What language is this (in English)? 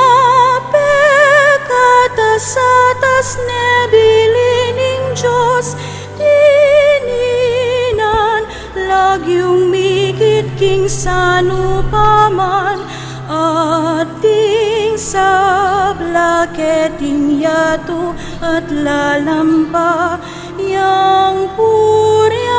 Pampanga